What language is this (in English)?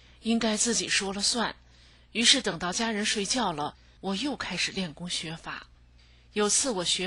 Chinese